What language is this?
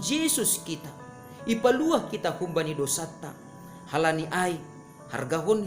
Batak Simalungun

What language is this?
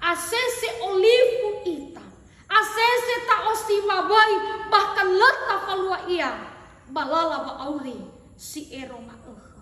Nias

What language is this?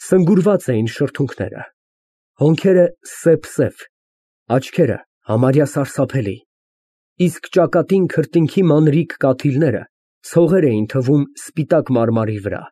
Armenian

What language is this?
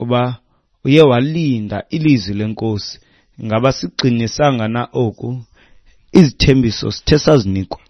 Xhosa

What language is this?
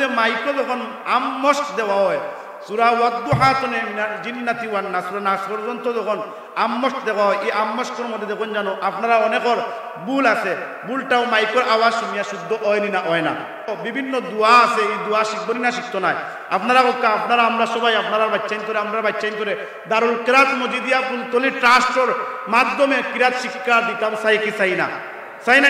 Sylheti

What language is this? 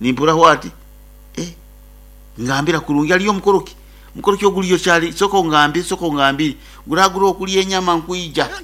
Nyoro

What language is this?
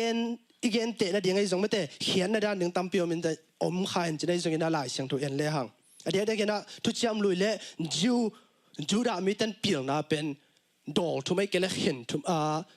Tedim Chin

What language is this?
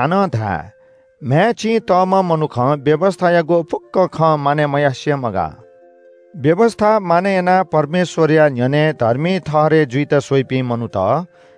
Newari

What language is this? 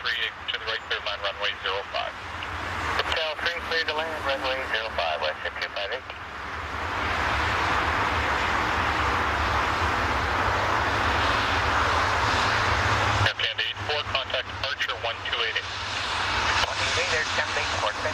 English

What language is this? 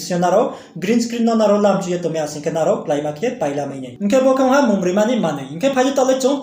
Riang (India)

